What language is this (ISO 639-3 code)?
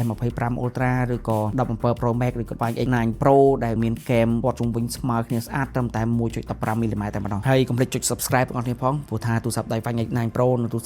khm